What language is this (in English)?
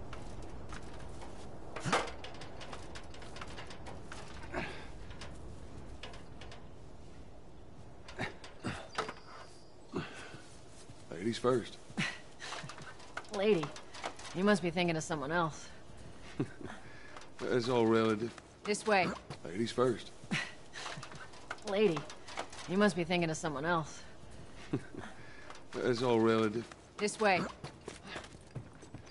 English